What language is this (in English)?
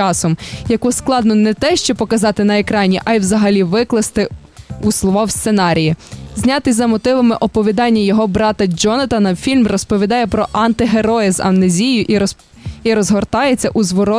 Ukrainian